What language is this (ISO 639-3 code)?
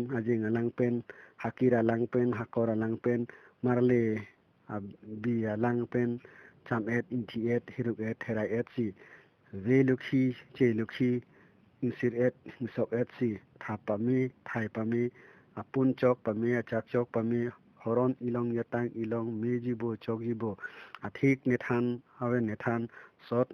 mjw